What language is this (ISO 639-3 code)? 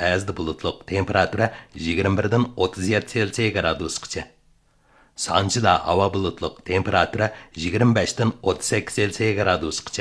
uig